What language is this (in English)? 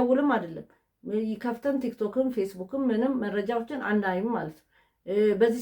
Amharic